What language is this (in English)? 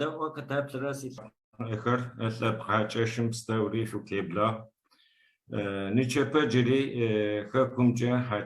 Adyghe